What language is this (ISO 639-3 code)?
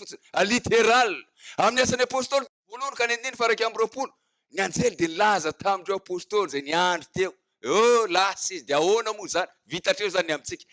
mlg